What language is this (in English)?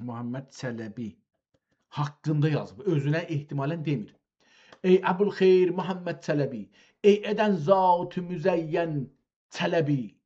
South Azerbaijani